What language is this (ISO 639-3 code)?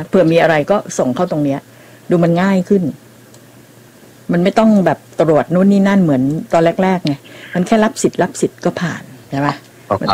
tha